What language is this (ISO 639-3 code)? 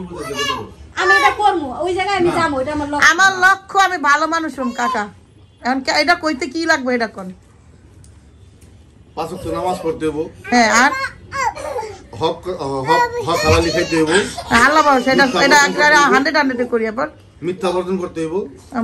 ben